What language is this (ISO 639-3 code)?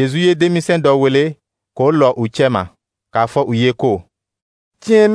dyu